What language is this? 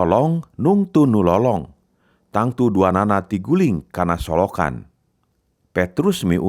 Sundanese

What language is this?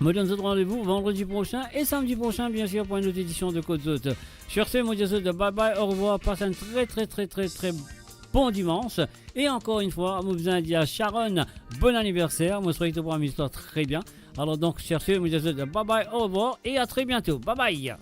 Morisyen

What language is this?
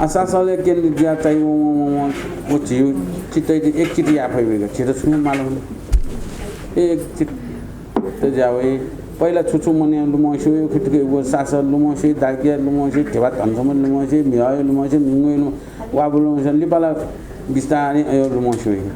Newari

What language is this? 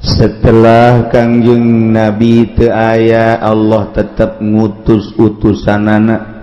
Sundanese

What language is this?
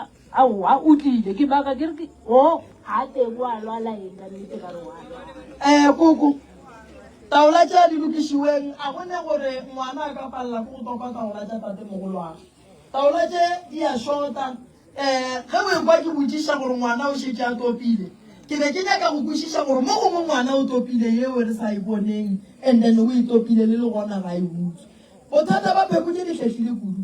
Northern Sotho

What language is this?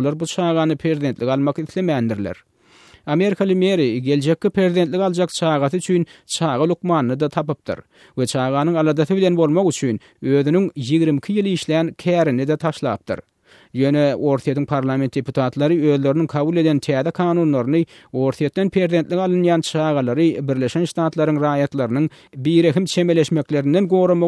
Turkmen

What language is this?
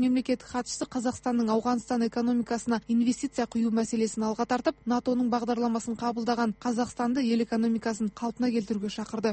Kazakh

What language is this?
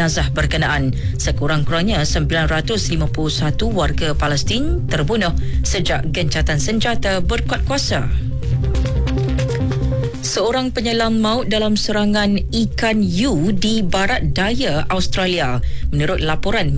Malay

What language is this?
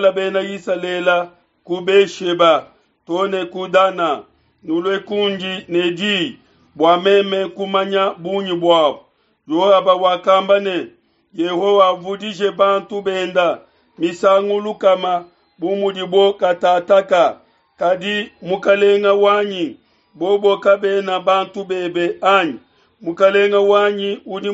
Luba-Lulua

